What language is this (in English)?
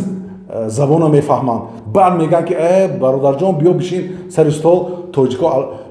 Tajik